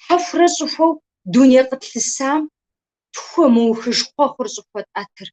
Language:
Kabardian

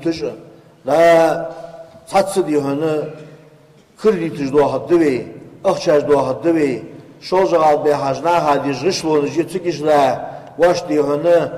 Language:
Ingush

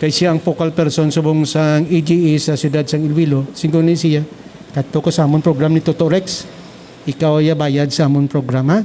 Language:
Hiligaynon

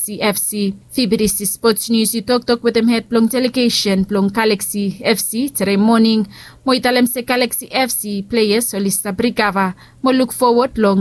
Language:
Bislama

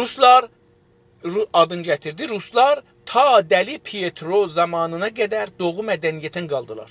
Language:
South Azerbaijani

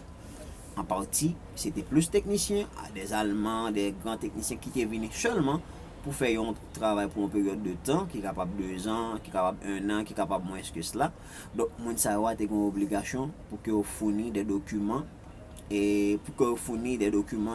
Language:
Haitian Creole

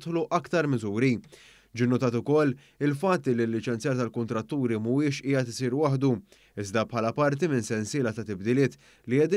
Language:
Maltese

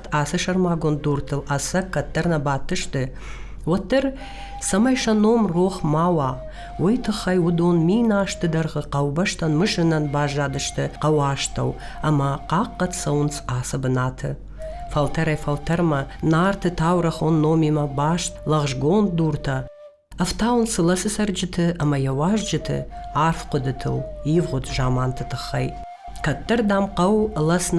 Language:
Ossetic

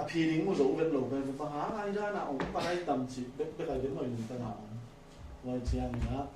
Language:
Tedim Chin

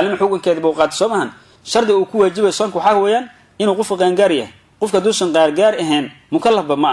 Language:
Somali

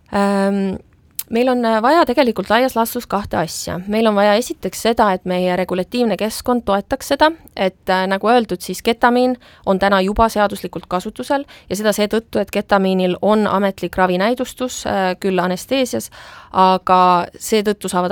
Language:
Estonian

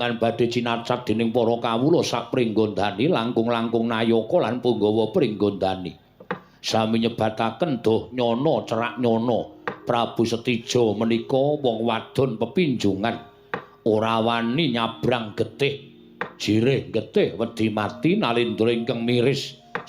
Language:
Javanese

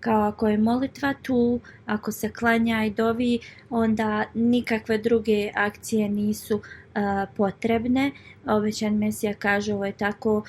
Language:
Bosnian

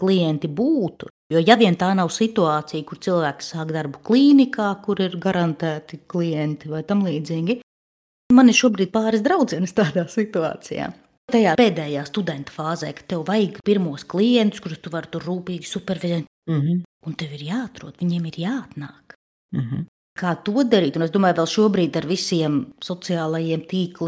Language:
Latvian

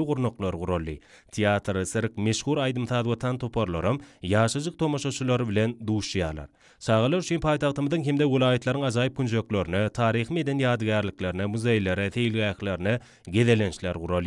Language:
Turkmen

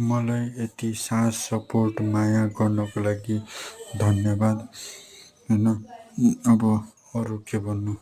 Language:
Nepali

